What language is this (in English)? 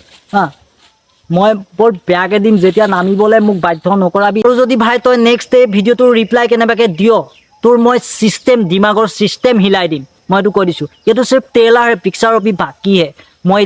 Assamese